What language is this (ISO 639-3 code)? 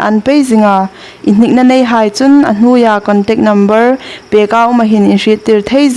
hmr